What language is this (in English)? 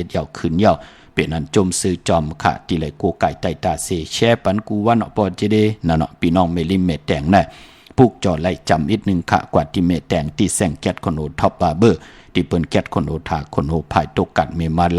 Shan